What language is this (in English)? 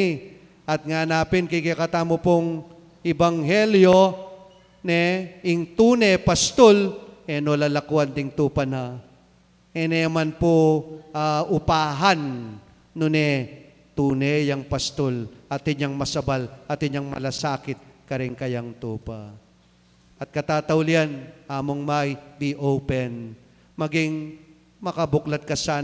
Pampanga